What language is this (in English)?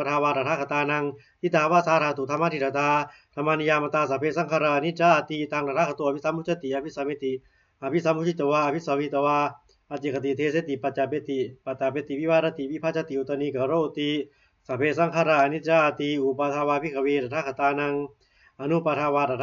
Pali